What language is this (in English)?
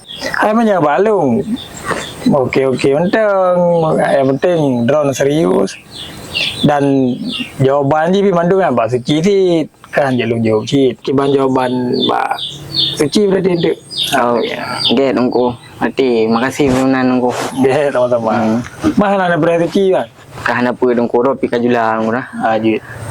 Achinese